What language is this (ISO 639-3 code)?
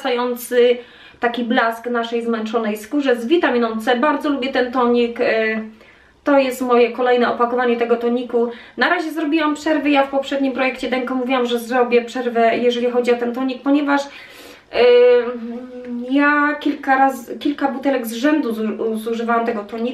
pol